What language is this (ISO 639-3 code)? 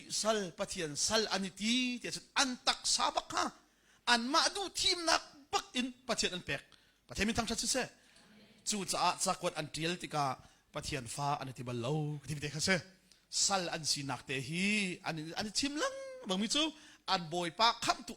cnh